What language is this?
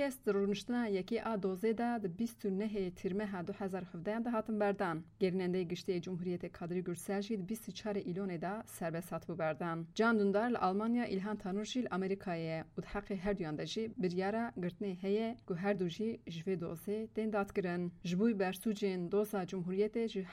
Kurdish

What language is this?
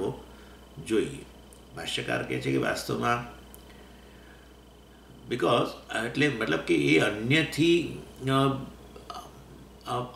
Gujarati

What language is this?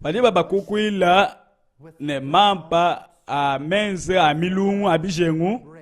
Luba-Lulua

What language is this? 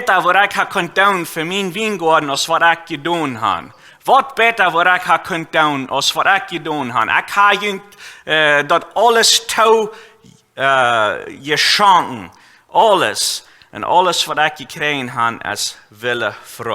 Plautdietsch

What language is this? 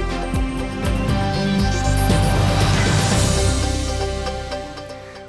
Udmurt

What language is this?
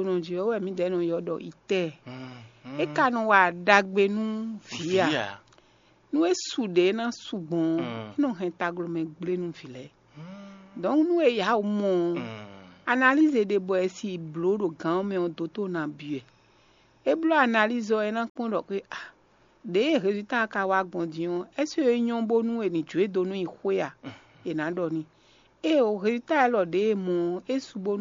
Fon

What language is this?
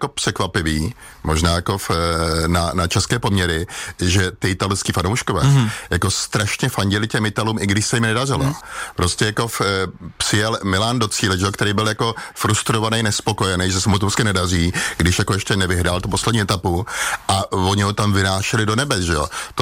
Czech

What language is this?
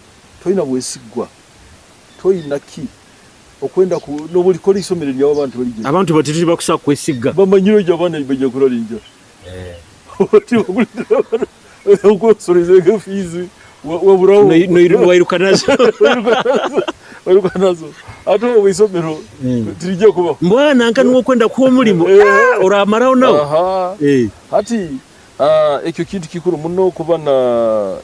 Nyoro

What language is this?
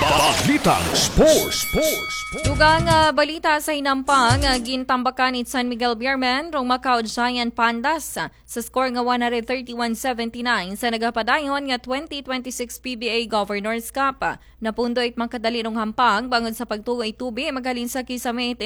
Aklanon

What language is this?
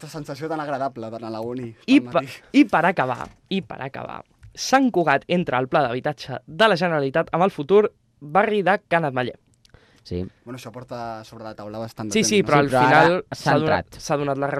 Catalan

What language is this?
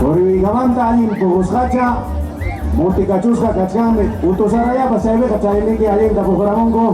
Ayacucho Quechua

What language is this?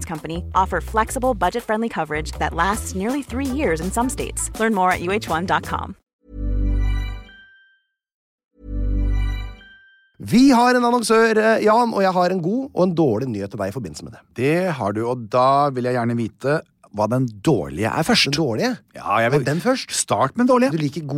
Norwegian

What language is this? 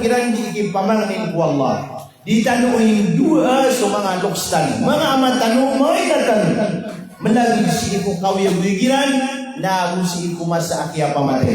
Maranao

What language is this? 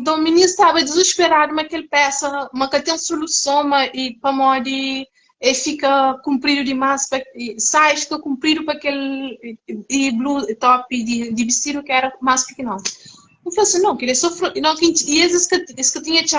Kabuverdianu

